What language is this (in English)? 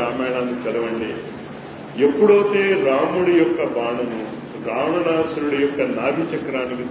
Telugu